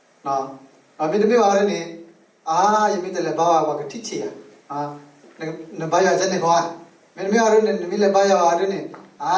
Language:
S'gaw Karen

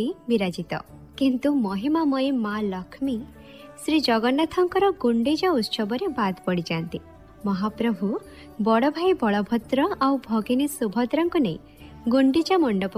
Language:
Odia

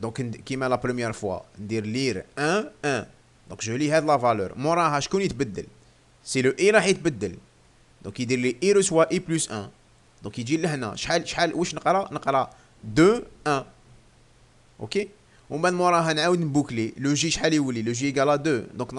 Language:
Algerian Arabic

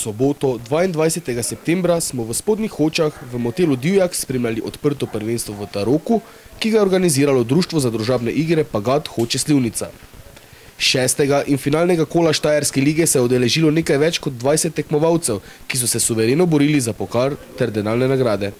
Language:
Slovenian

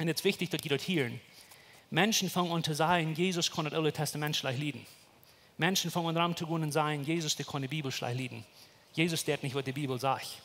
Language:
Plautdietsch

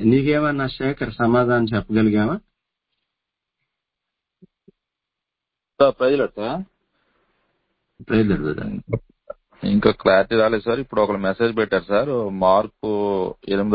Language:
Telugu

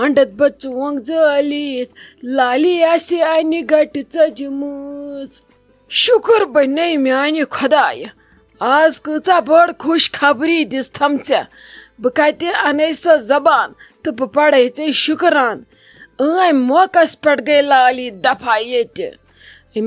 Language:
Kashmiri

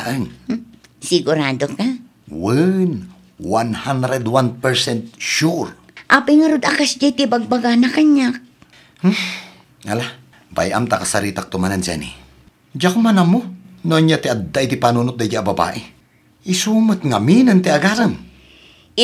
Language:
Iloko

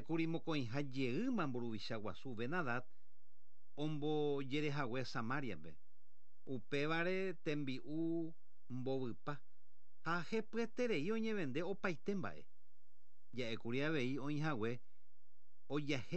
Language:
Guarani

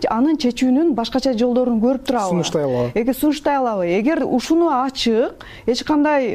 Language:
Kyrgyz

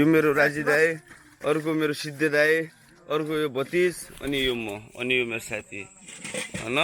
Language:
Nepali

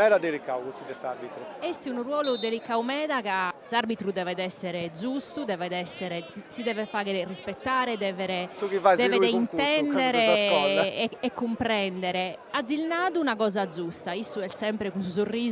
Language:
Sardinian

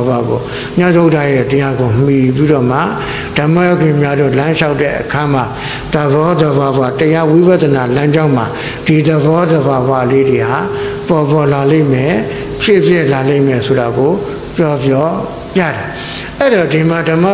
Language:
Burmese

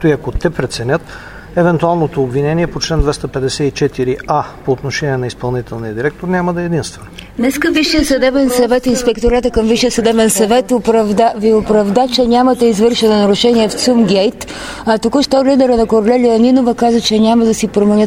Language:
Bulgarian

